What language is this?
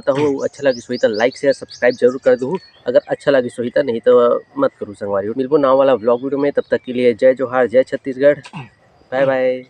Chhattisgarhi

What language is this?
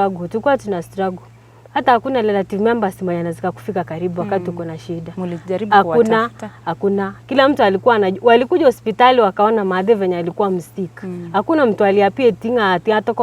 Gusii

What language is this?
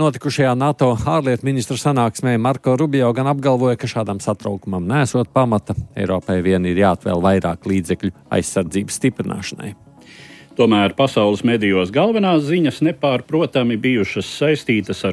Latvian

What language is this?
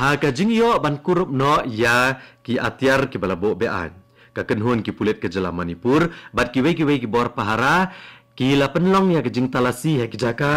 Khasi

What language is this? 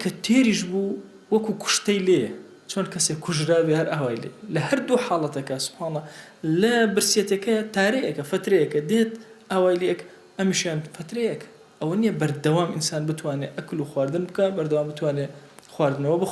Central Kurdish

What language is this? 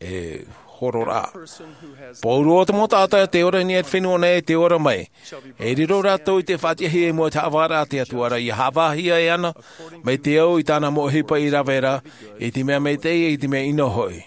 Tahitian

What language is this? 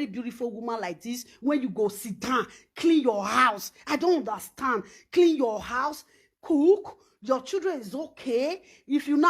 Nigerian Pidgin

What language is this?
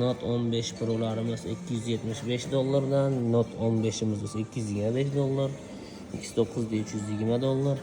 Uzbek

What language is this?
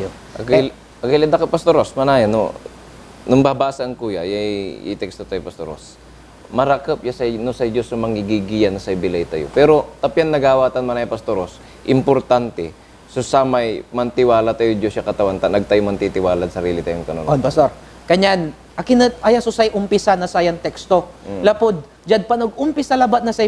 Pangasinan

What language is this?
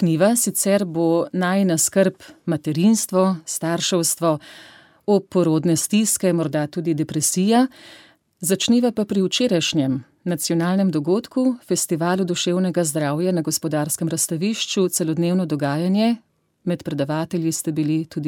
Slovenian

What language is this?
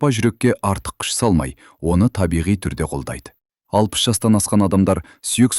Kazakh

